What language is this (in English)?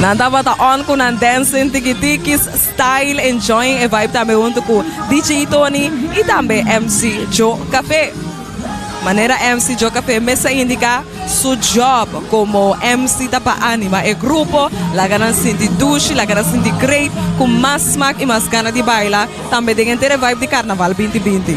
Papiamento